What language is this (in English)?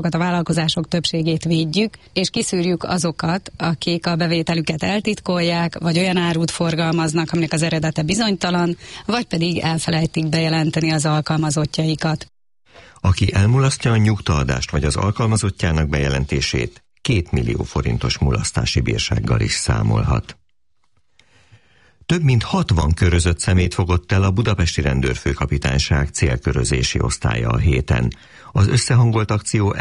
Hungarian